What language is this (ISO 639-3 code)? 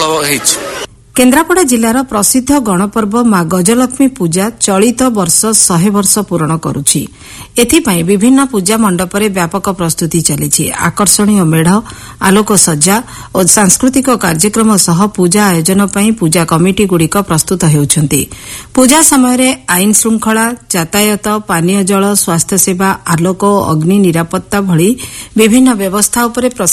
ori